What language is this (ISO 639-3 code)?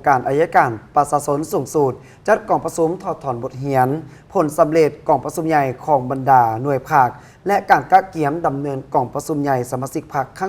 lao